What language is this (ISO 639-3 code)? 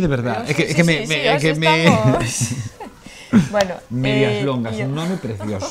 glg